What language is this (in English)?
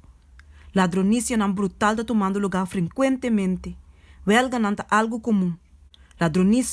Papiamento